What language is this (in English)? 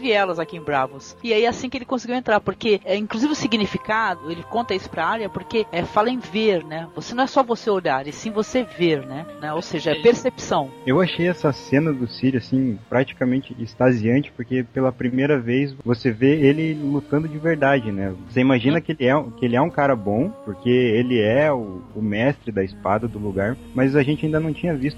Portuguese